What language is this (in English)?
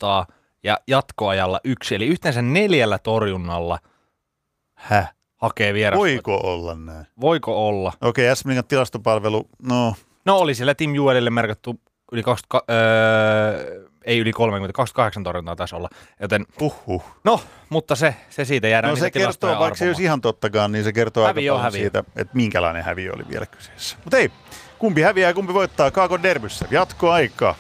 Finnish